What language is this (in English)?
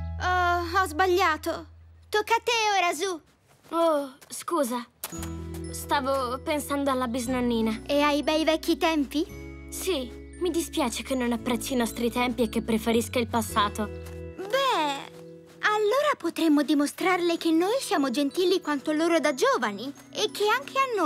Italian